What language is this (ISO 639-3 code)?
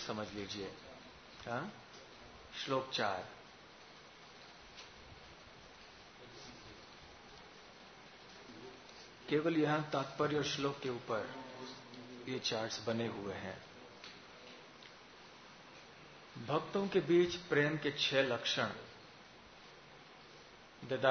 hin